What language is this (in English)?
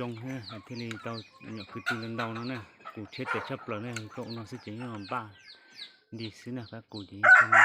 Hmong